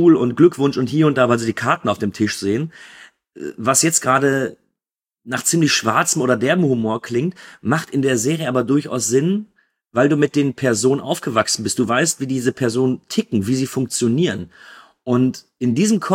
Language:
German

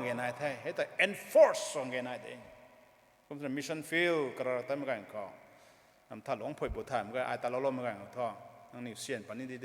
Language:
Rongmei Naga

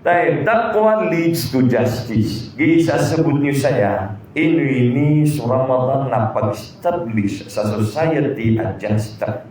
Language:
Maranao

